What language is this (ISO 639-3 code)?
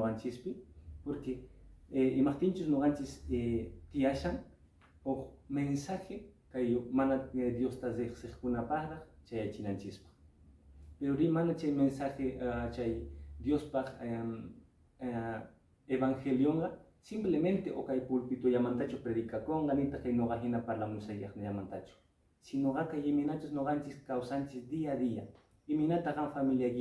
que